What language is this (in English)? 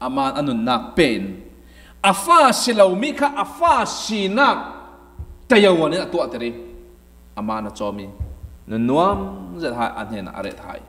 Falam Chin